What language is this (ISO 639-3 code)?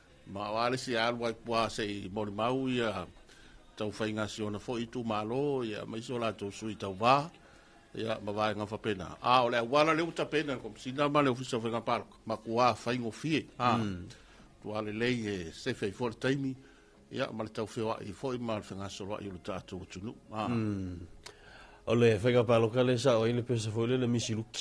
smo